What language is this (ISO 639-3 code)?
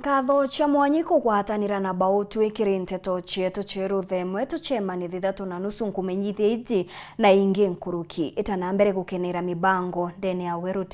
mer